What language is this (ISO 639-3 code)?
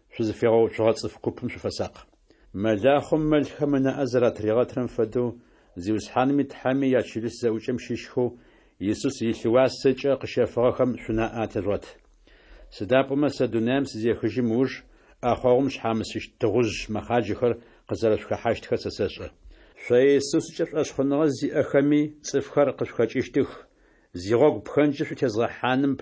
ady